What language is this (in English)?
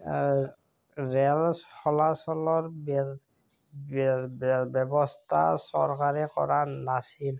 Assamese